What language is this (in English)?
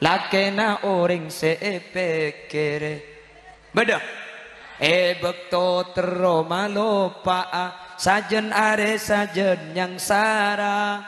Madurese